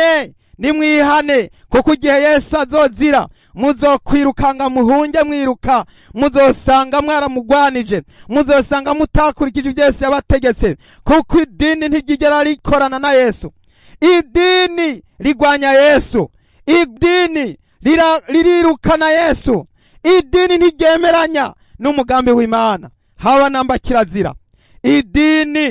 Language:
Rundi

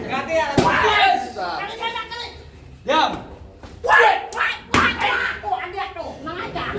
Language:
Betawi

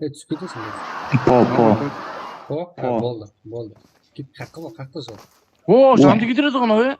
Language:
Kara-Kalpak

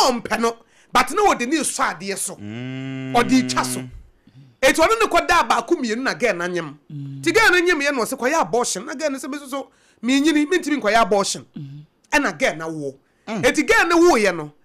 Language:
Akan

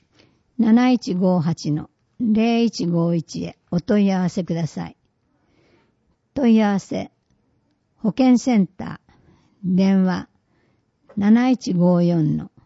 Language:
Japanese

